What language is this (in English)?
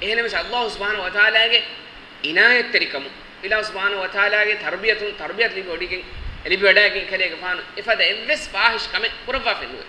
Divehi